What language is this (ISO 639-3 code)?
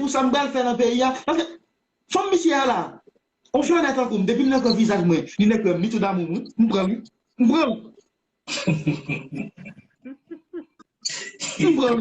hat